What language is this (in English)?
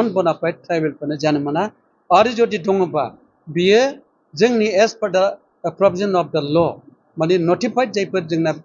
Bodo